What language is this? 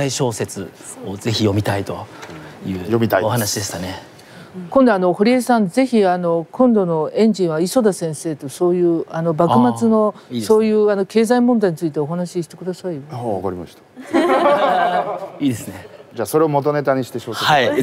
Japanese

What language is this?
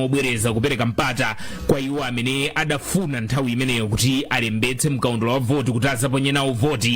Nyanja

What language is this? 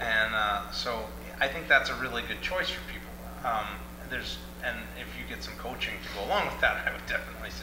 English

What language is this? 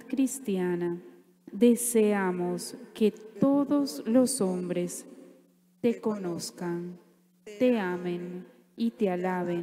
Spanish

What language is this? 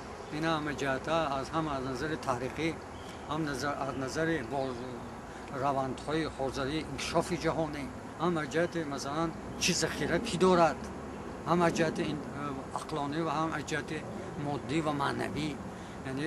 Tajik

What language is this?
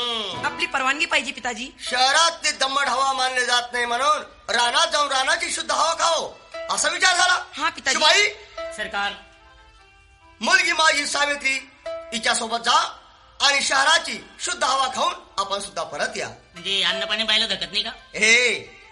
Marathi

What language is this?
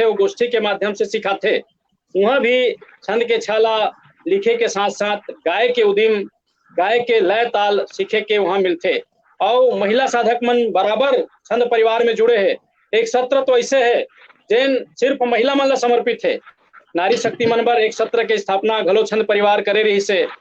Chhattisgarhi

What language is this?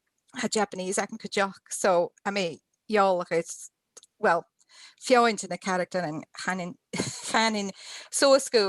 Scottish Gaelic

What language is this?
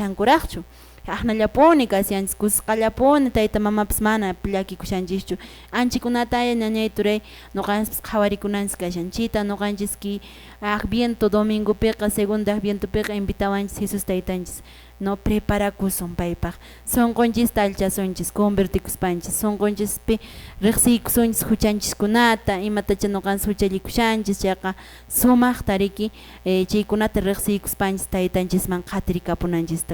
Quechua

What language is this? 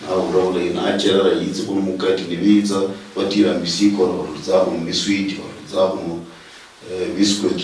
Luyia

